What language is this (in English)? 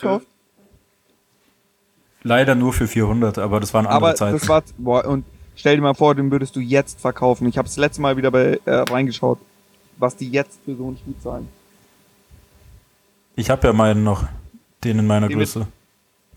German